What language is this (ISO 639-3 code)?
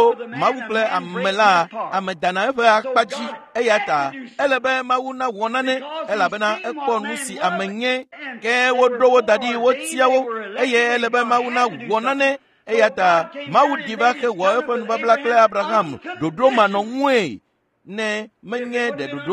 ewe